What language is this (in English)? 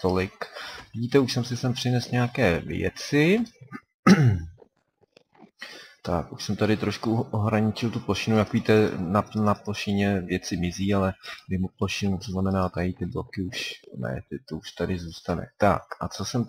Czech